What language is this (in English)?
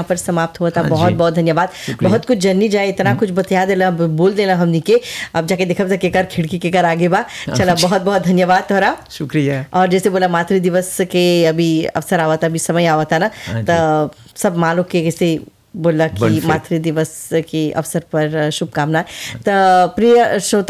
Bhojpuri